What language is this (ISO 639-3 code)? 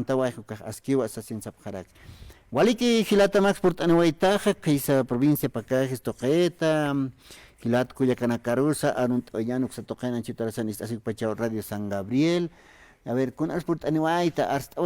aym